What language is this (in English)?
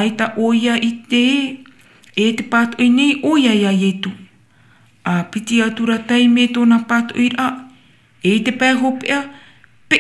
Tahitian